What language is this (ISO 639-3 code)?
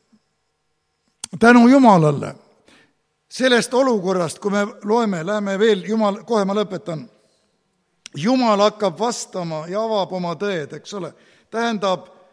est